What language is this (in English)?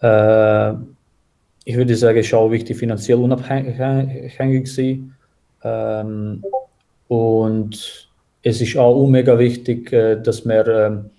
Swiss German